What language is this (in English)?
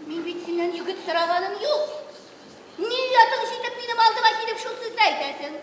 Tatar